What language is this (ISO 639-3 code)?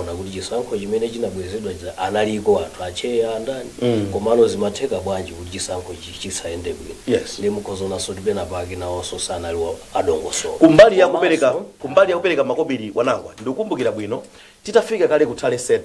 nya